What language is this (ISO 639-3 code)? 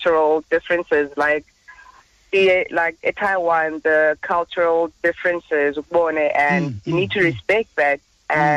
xho